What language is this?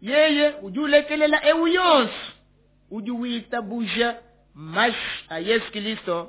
Luba-Lulua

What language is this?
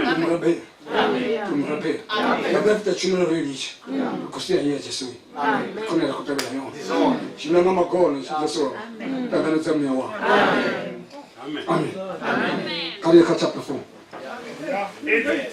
Venda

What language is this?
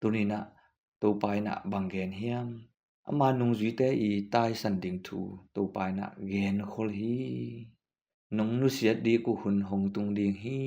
Tedim Chin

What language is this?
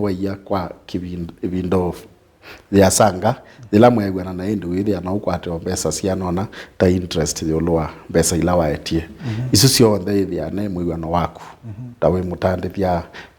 Kamba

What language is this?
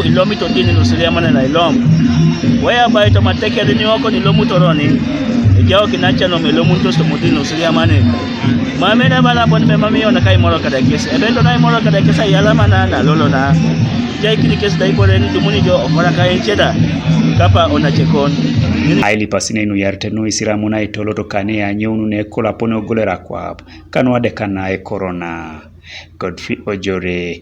Teso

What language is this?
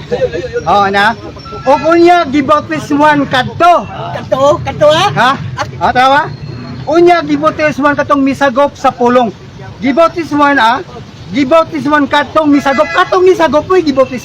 Cebuano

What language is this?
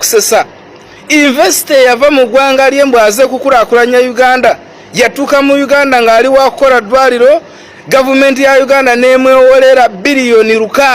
Ganda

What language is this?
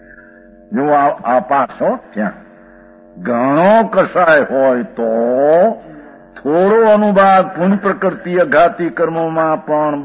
Gujarati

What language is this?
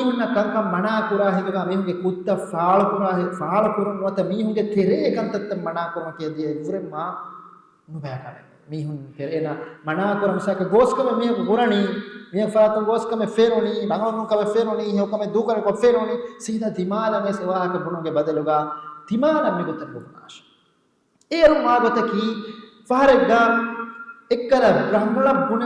Divehi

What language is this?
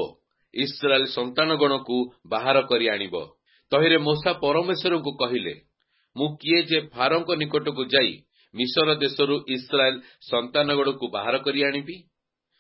Odia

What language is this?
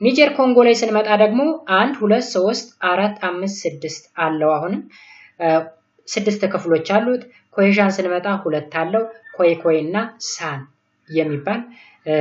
Amharic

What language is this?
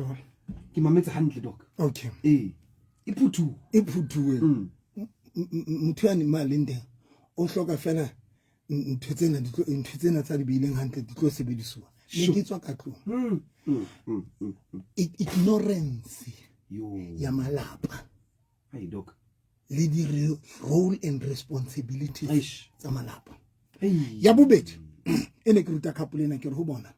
Southern Sotho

